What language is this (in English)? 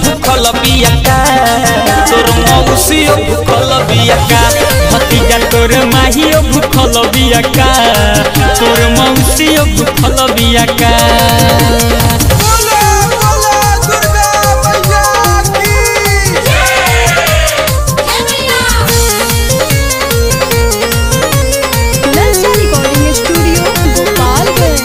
Bhojpuri